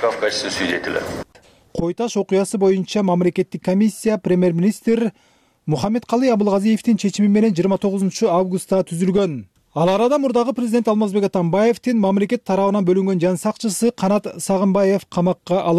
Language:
Kyrgyz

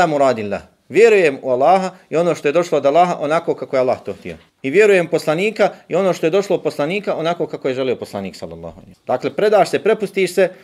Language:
Bosnian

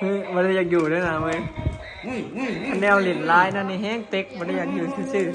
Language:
Northeastern Thai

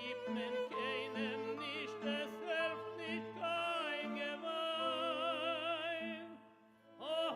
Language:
Yiddish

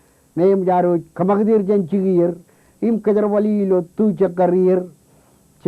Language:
Marshallese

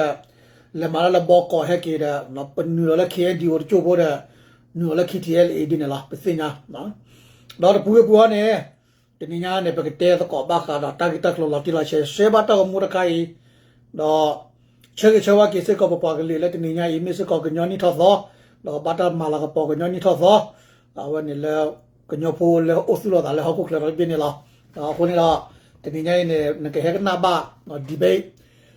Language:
S'gaw Karen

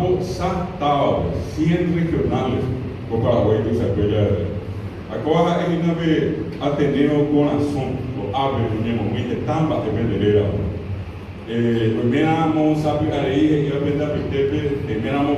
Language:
Guarani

